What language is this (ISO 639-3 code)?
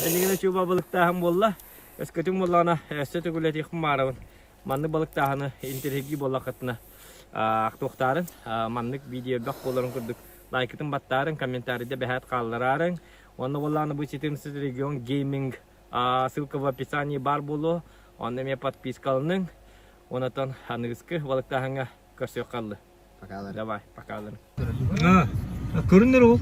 sah